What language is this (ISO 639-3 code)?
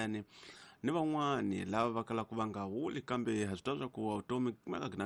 tso